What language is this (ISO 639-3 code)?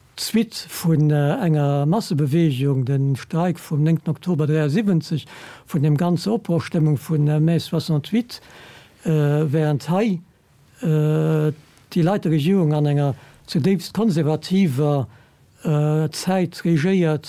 ltz